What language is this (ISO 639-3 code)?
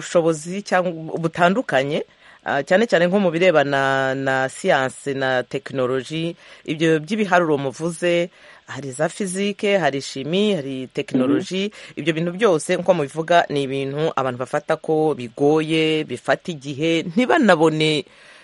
kin